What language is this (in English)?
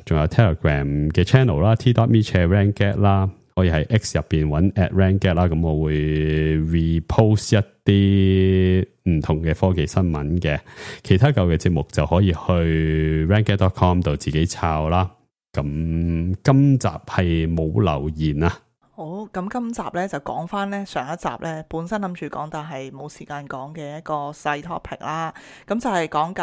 Cantonese